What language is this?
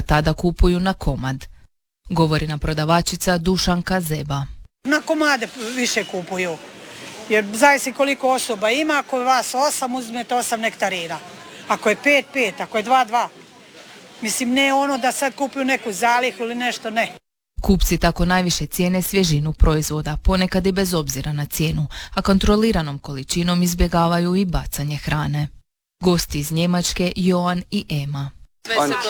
Croatian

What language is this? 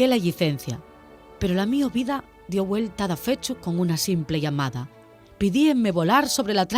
Asturian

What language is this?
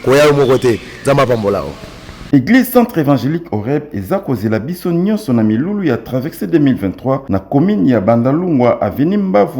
Lingala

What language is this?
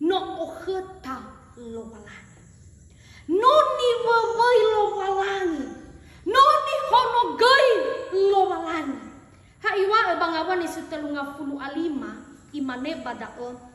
Nias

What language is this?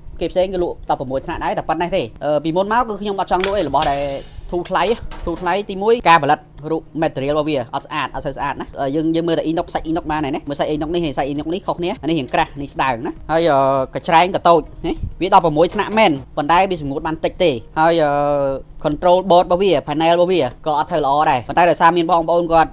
Khmer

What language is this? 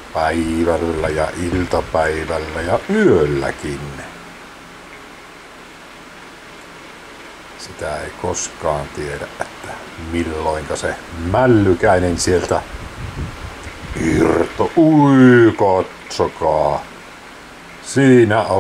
Finnish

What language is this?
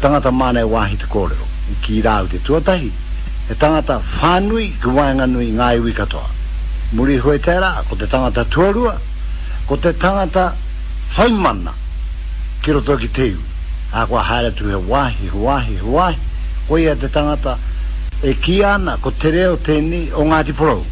Māori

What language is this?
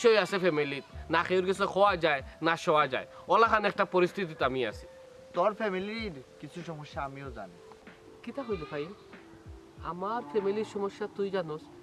Sylheti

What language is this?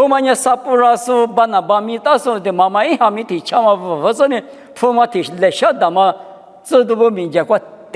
Lisu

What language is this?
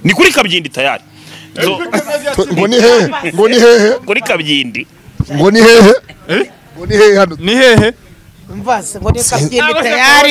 Kinyarwanda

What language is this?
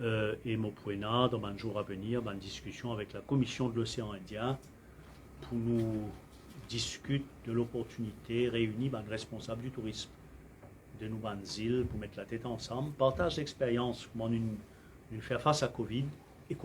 Morisyen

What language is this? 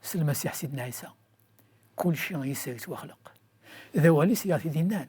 Kabyle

